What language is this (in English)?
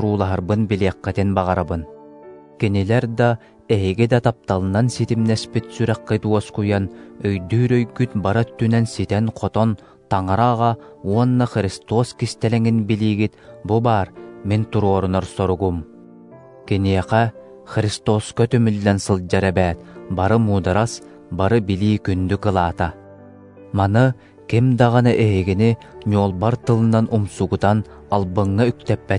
Yakut